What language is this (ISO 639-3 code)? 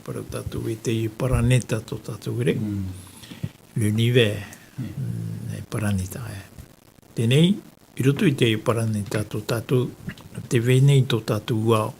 tah